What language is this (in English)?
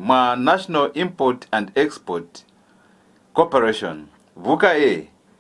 Lozi